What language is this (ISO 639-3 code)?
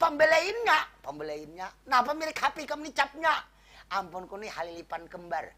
bjn